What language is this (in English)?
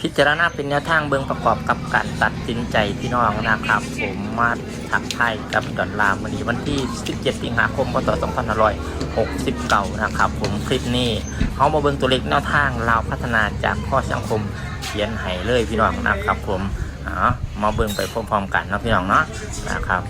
Northeastern Thai